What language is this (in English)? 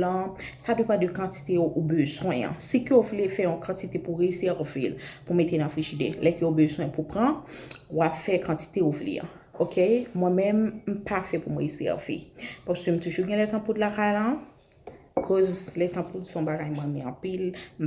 Haitian Creole